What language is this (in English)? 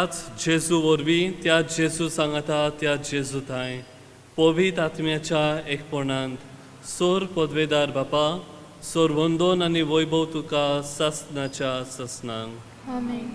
Konkani